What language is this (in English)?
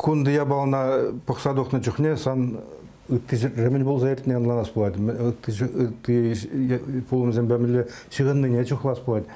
Chuvash